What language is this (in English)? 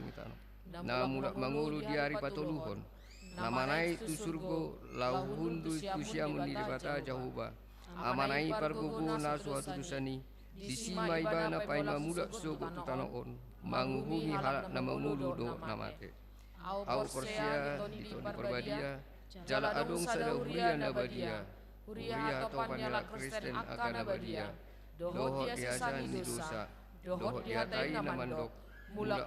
Batak Toba